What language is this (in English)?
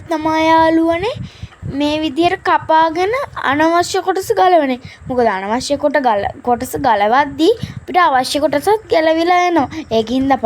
Sinhala